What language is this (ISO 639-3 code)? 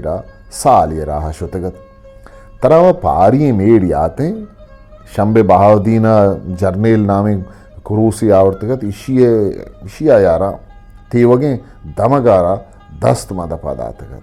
bgp